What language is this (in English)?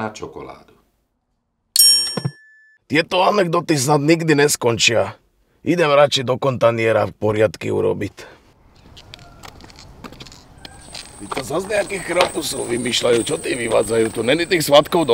Slovak